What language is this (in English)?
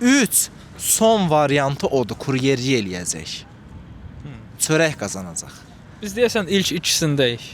Azerbaijani